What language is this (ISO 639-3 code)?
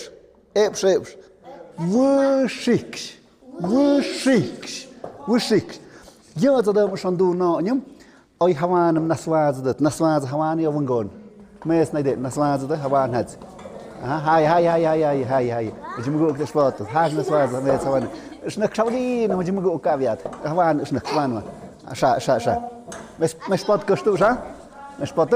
mxp